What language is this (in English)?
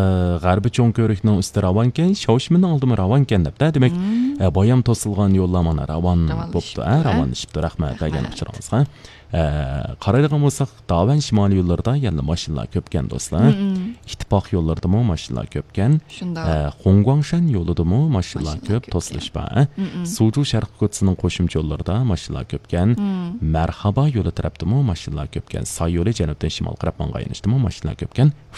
Uyghur